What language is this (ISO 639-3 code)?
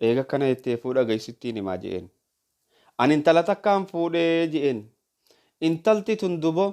orm